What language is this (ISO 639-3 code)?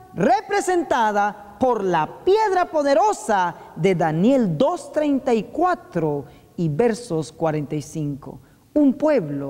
spa